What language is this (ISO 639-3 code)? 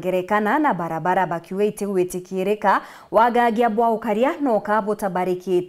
mer